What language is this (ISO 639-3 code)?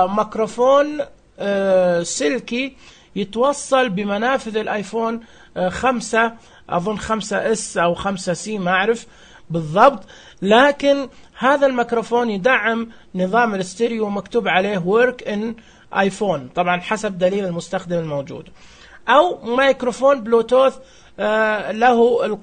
ars